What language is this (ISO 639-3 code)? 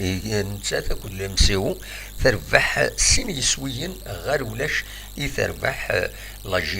kab